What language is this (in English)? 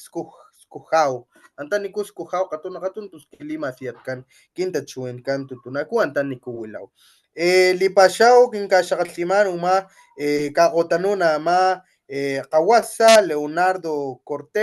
Papantla Totonac